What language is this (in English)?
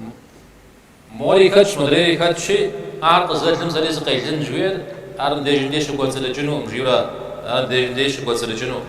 Kabardian